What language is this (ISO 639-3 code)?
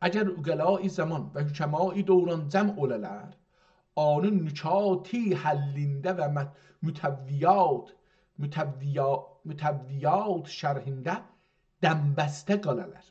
azb